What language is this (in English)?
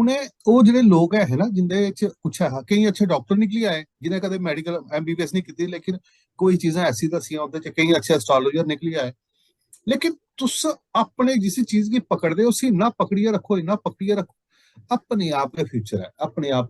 Dogri